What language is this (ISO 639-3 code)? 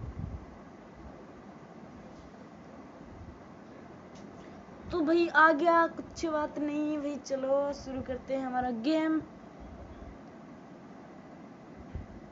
hin